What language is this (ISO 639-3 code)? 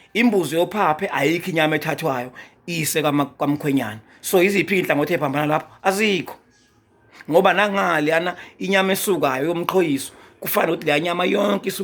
zul